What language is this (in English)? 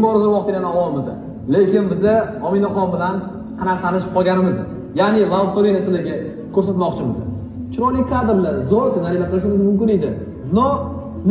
Uzbek